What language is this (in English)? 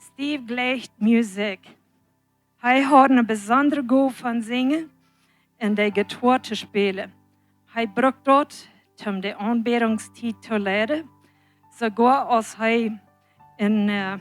Plautdietsch